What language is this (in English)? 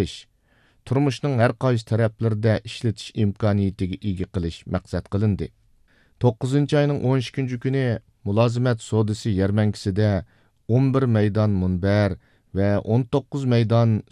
Uyghur